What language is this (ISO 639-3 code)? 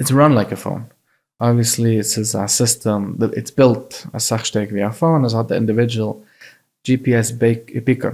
yid